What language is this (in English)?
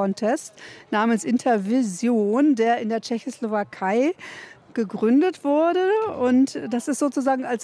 German